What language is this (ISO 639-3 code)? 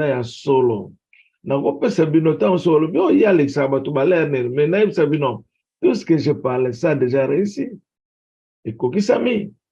lin